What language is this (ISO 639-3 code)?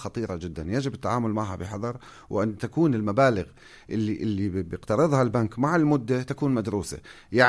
apc